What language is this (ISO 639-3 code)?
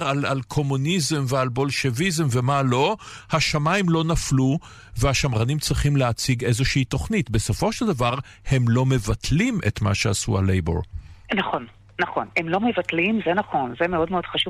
heb